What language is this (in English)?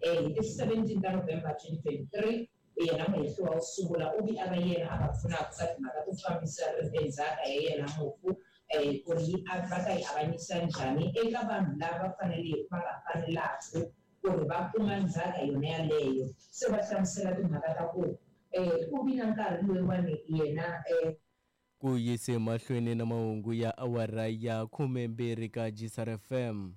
Tsonga